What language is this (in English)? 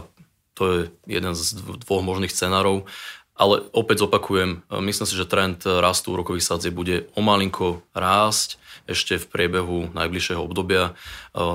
Slovak